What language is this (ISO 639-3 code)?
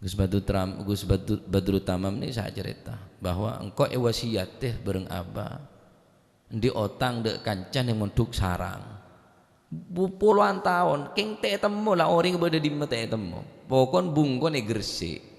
mad